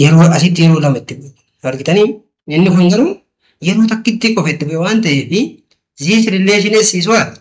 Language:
Oromo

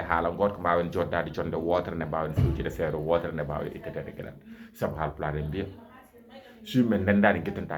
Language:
Fula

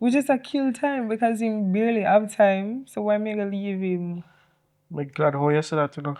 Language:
Jamaican Creole English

